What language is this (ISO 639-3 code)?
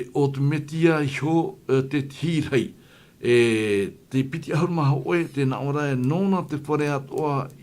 tah